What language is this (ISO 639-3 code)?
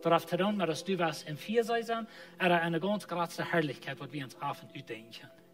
pdt